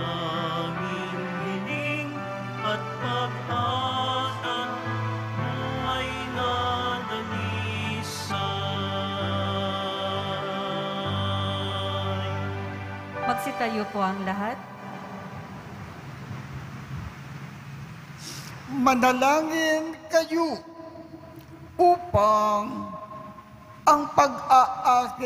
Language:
Filipino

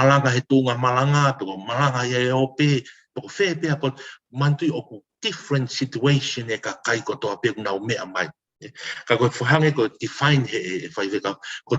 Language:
Tongan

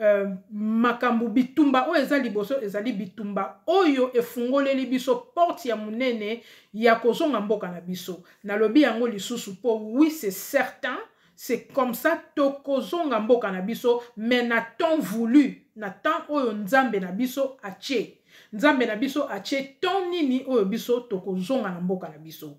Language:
Lingala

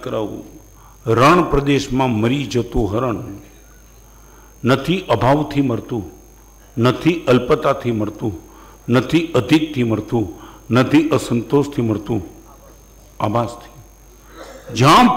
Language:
Gujarati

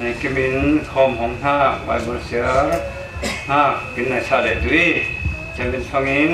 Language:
Falam Chin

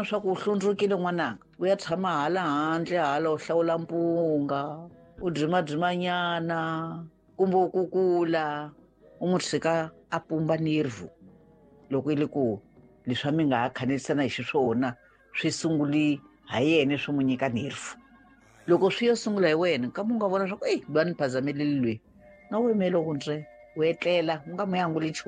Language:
Tsonga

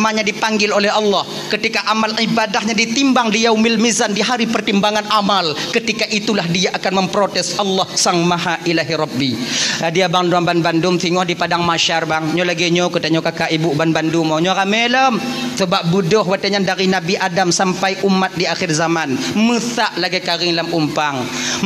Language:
Achinese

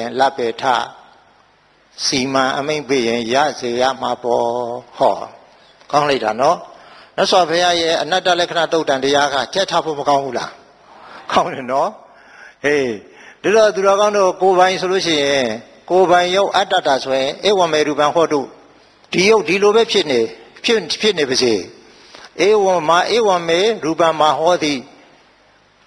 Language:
Burmese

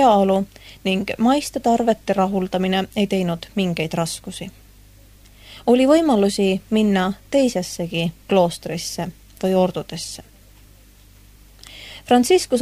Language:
Estonian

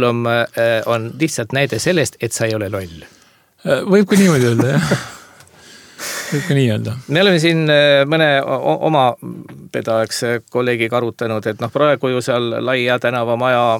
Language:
Estonian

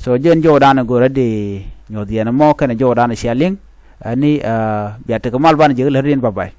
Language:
Nuer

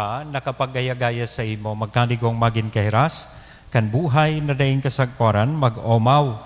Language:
Bikol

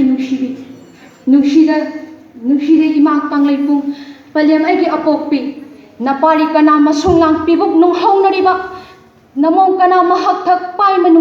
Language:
Manipuri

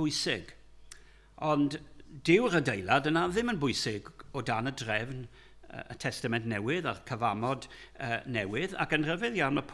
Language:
Welsh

